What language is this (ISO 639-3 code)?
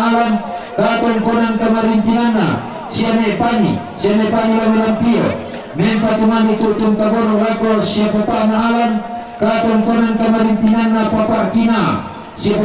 sda